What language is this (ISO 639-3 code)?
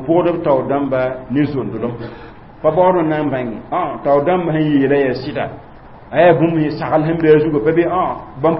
mos